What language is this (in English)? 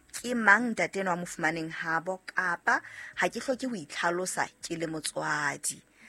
Southern Sotho